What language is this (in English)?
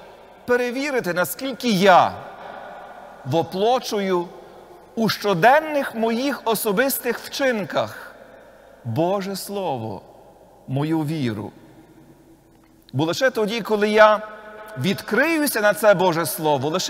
Ukrainian